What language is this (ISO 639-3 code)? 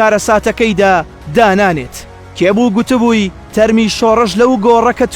ckb